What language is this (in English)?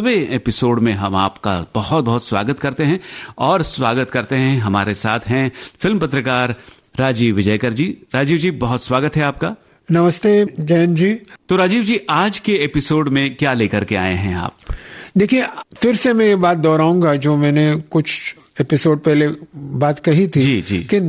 Hindi